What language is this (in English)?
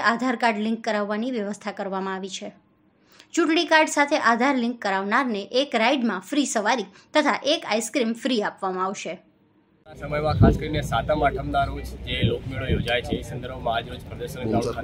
Gujarati